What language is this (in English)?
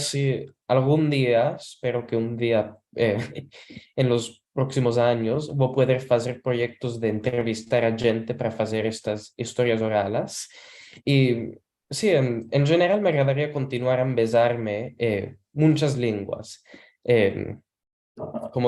Ladino